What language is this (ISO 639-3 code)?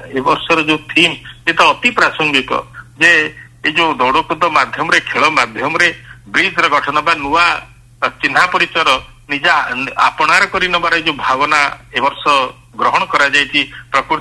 ori